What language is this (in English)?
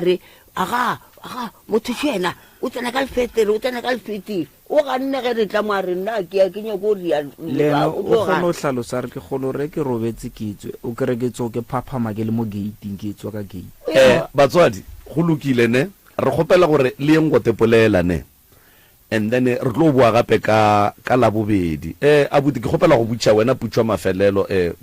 Northern Sotho